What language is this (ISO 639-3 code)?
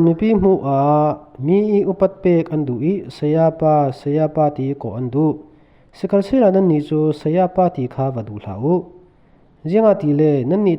cfm